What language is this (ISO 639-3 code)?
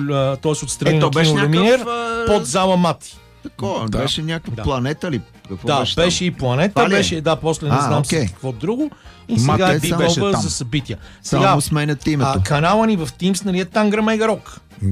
bul